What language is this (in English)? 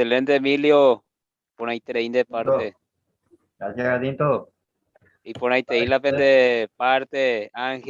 Guarani